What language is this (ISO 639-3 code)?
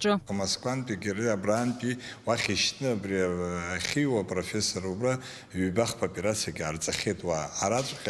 abk